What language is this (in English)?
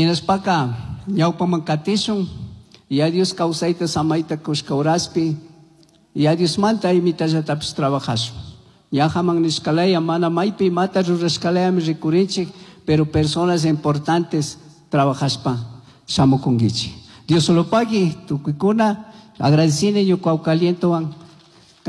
Chimborazo Highland Quichua